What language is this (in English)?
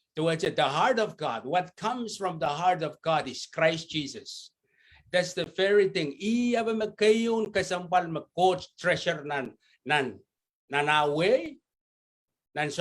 Pohnpeian